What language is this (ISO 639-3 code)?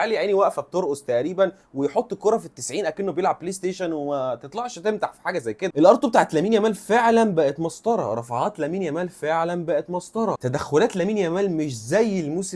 arz